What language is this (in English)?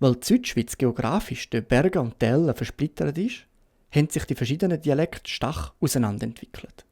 Swiss German